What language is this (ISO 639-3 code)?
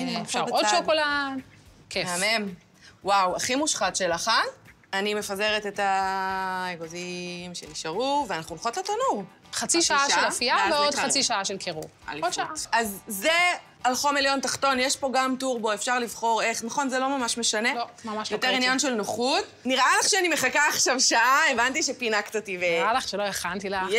heb